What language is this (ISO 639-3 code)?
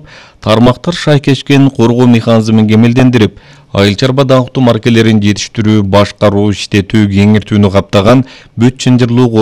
kir